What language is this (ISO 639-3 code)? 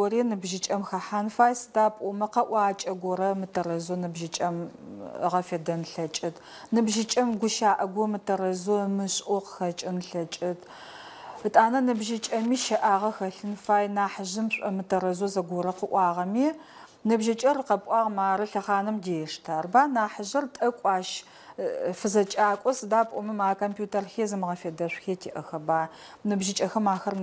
ady